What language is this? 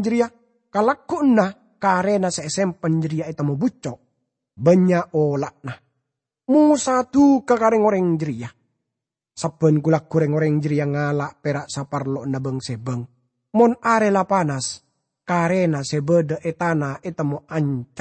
Madurese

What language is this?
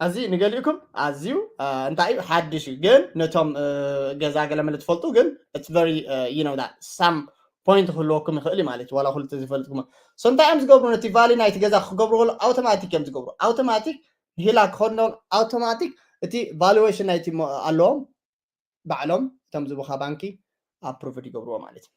Tigrinya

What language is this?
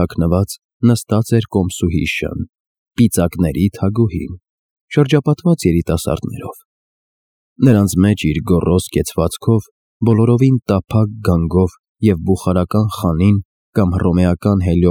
Armenian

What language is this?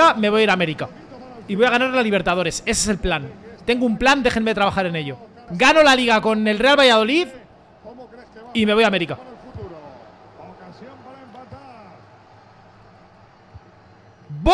Spanish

